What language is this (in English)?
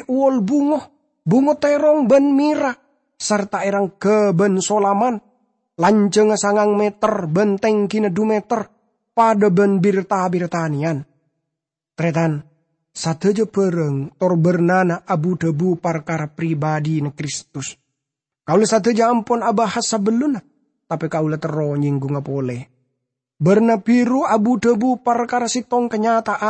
Madurese